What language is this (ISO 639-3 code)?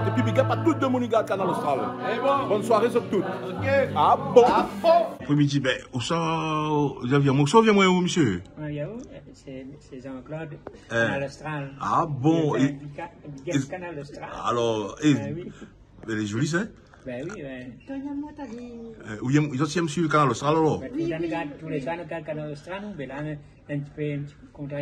rcf